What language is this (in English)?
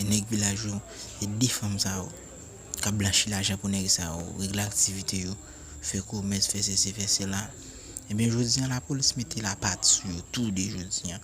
Haitian Creole